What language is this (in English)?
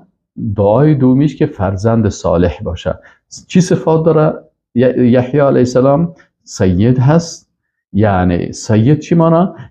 Persian